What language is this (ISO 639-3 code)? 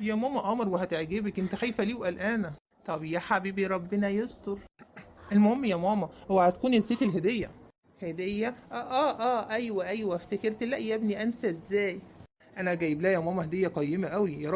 arz